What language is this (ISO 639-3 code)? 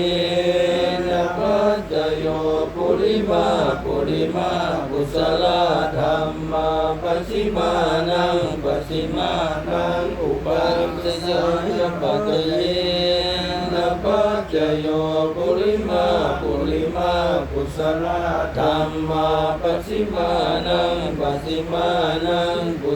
pli